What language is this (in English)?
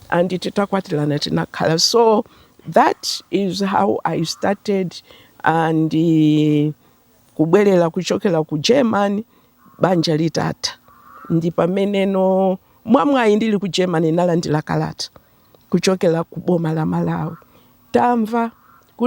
Nyanja